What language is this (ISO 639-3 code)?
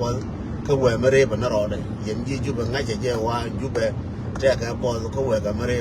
nus